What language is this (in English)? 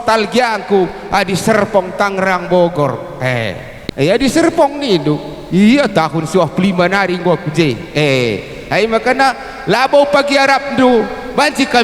Batak Karo